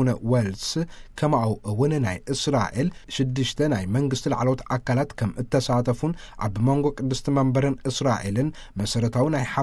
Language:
Tigrinya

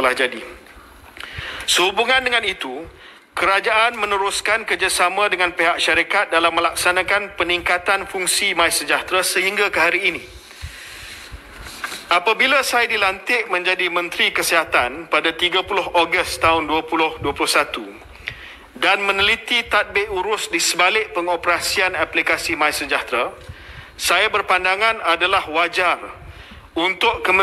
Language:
Malay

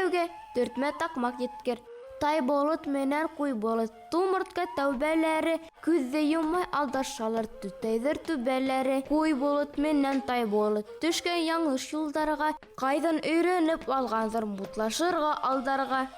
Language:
Bashkir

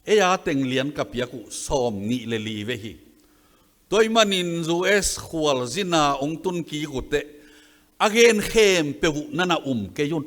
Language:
Tedim Chin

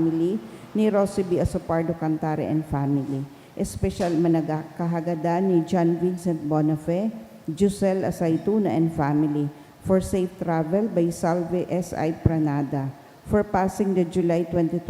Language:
Bikol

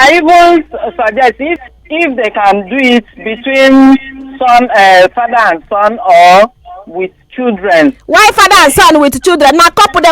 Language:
Nigerian Pidgin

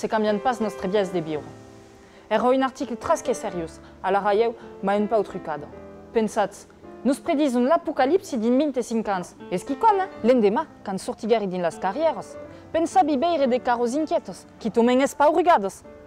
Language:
Occitan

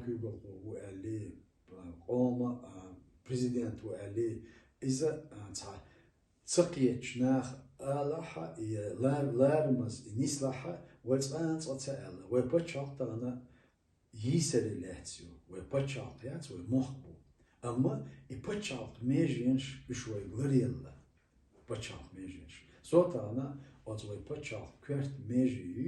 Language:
Chechen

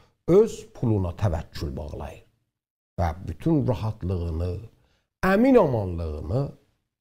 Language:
South Azerbaijani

